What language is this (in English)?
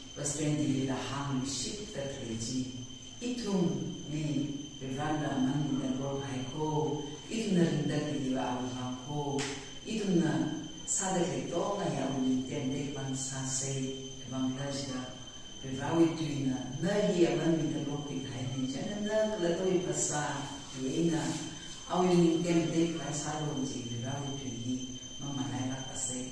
Tangkhul Naga (India)